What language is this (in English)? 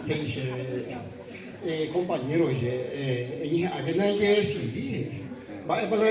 Guarani